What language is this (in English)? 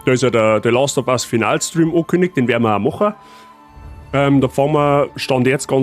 Bavarian